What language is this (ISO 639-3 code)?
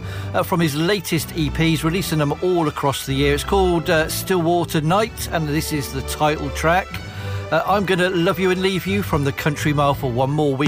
eng